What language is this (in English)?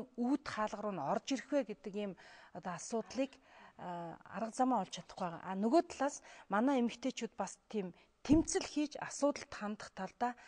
Mongolian